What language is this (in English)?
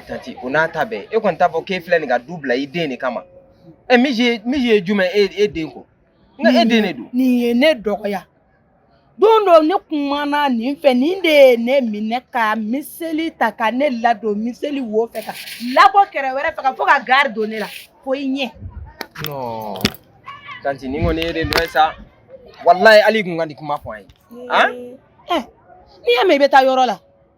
Bambara